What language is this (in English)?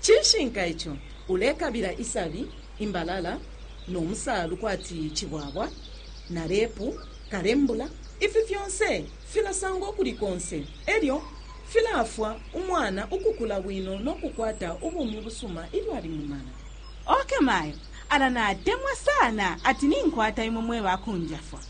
Bemba